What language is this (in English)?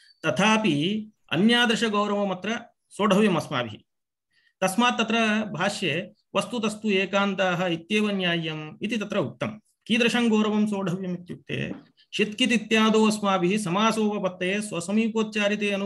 Sanskrit